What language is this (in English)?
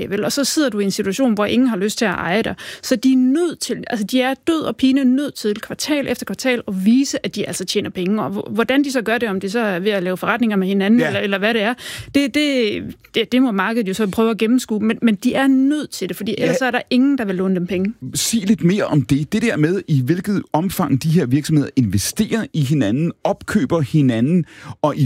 Danish